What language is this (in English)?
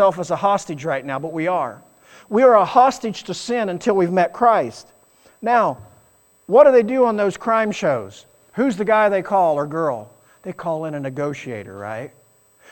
English